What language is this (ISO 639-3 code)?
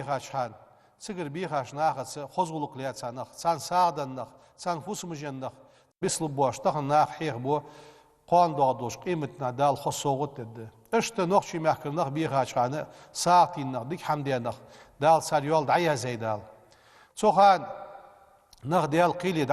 inh